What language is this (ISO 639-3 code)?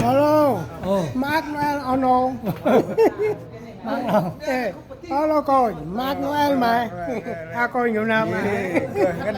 cmo